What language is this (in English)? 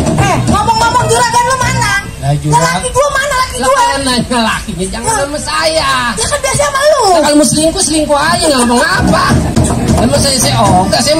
Betawi